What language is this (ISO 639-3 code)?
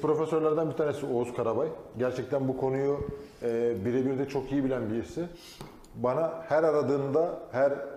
tur